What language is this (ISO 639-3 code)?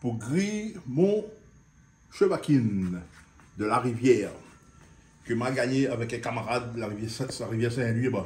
rcf